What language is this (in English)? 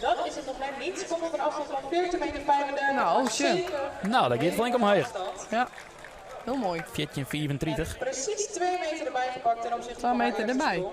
Western Frisian